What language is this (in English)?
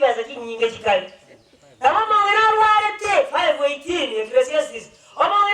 Gusii